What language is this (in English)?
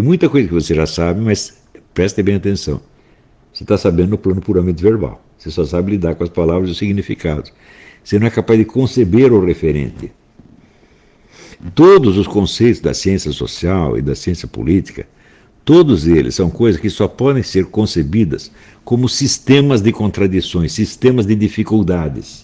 Portuguese